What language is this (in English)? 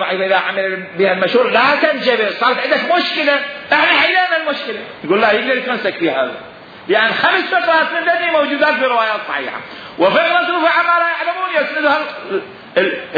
Mesopotamian Arabic